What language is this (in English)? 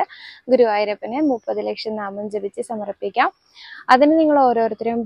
Malayalam